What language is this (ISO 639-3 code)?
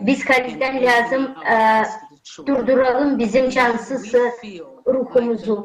gag